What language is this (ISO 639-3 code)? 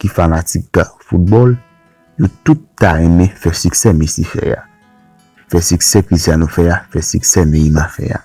hat